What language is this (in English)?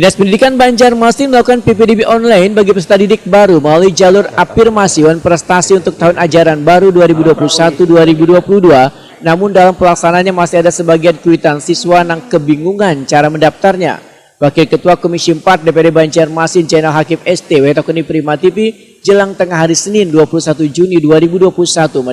Banjar